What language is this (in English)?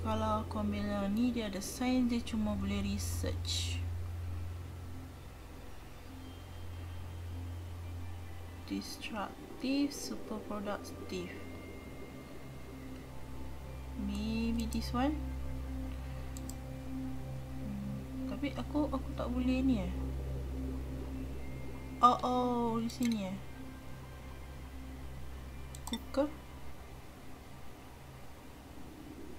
Malay